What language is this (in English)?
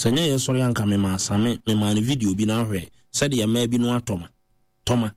Akan